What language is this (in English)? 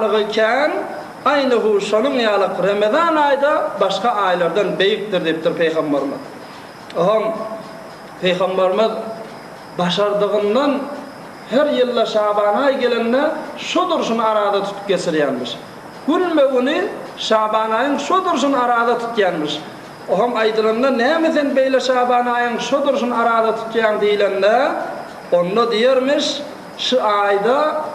Turkmen